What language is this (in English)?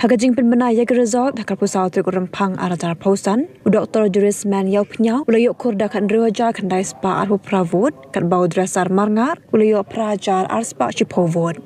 Khasi